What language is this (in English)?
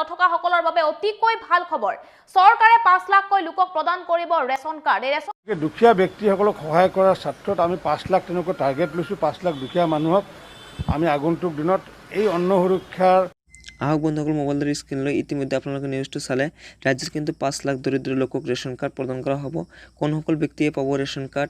Assamese